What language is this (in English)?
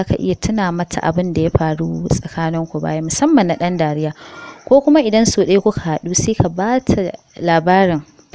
Hausa